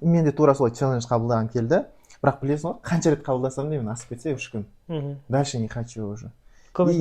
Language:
Kazakh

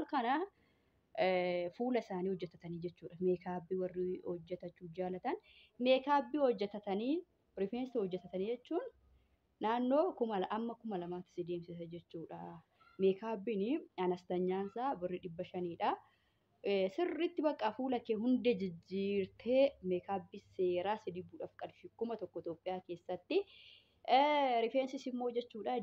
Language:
Oromo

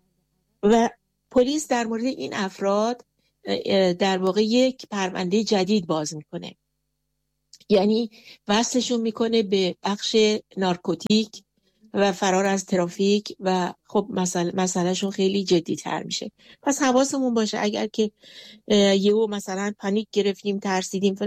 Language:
Persian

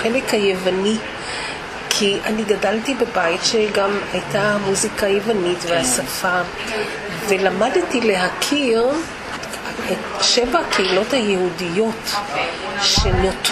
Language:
Hebrew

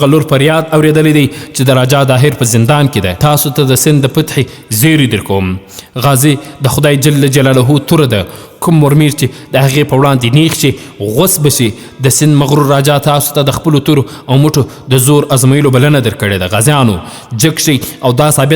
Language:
Pashto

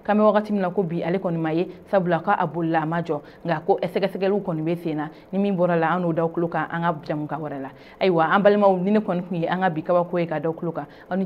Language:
Bambara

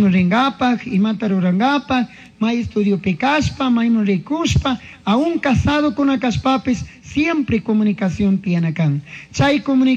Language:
Chimborazo Highland Quichua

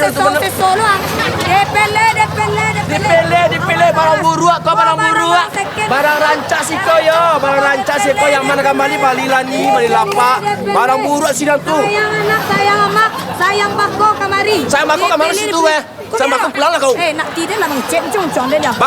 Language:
Minangkabau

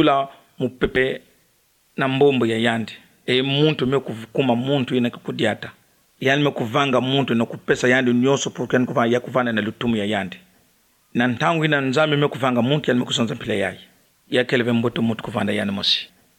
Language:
Kituba (Democratic Republic of Congo)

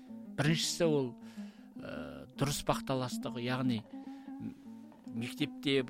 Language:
Kazakh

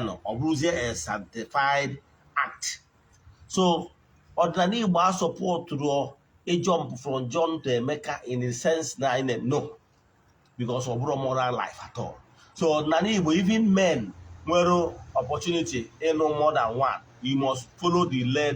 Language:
Igbo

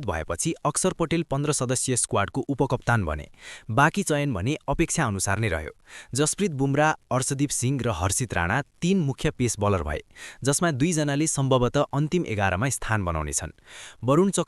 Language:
Nepali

